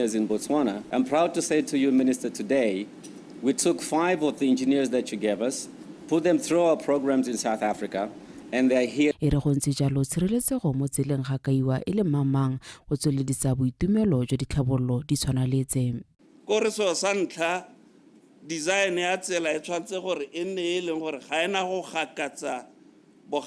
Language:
Tswana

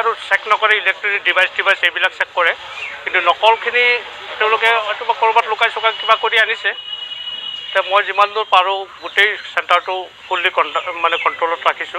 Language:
Assamese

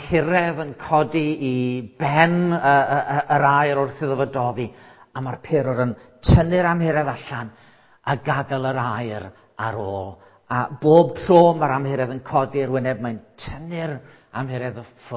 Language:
Welsh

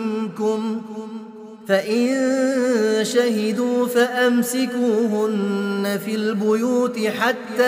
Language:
Arabic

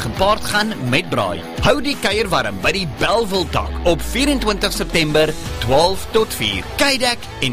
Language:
Afrikaans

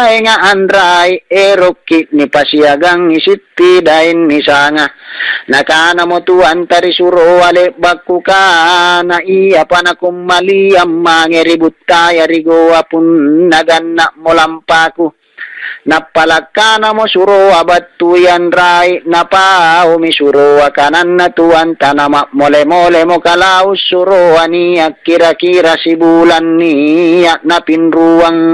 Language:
Makasar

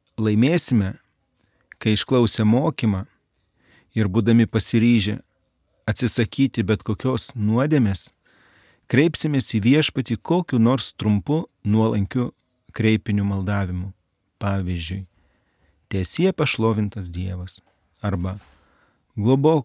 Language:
Lithuanian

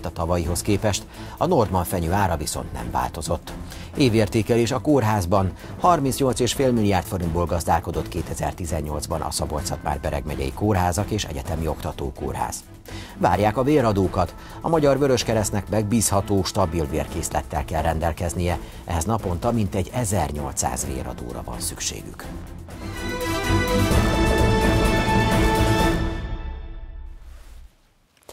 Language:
Hungarian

